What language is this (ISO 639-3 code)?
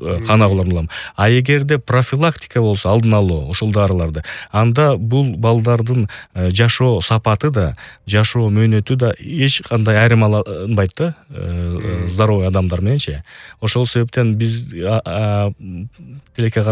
kir